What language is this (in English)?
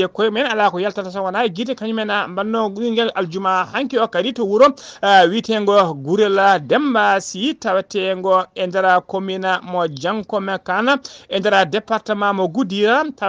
Fula